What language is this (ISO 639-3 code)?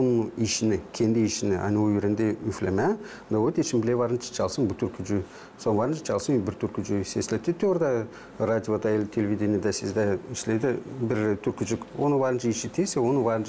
gag